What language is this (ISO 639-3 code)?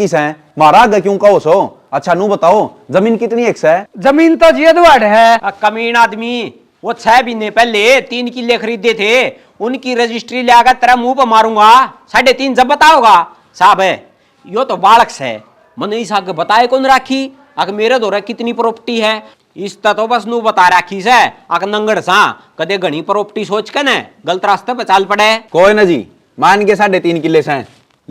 bgc